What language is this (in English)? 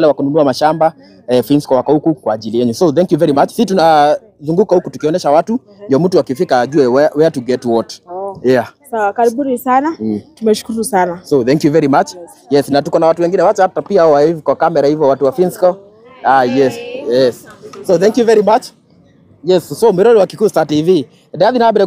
Kikuyu